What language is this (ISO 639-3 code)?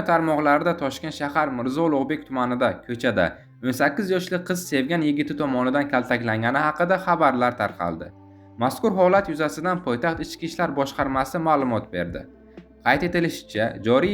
uzb